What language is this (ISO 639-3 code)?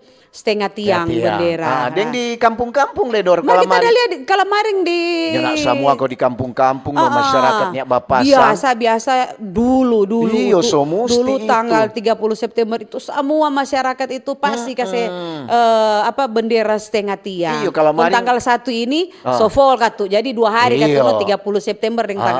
xmm